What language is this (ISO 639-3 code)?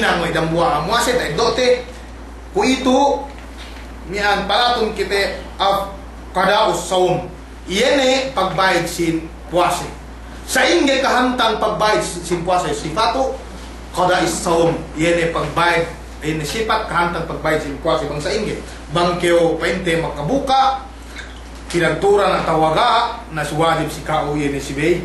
yka